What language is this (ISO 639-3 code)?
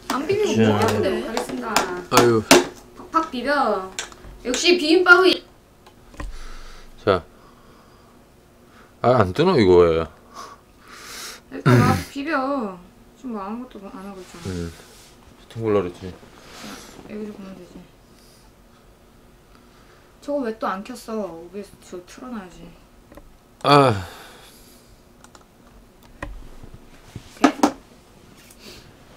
kor